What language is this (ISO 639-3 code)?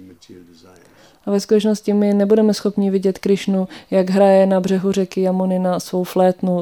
ces